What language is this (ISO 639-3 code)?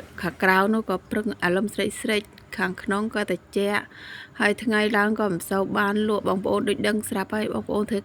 khm